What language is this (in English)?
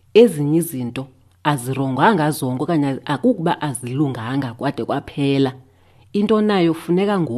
Xhosa